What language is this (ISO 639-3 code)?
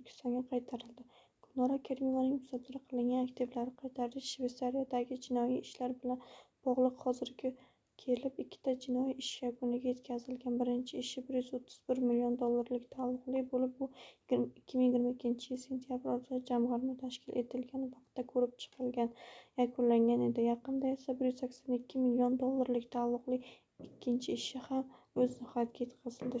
uzb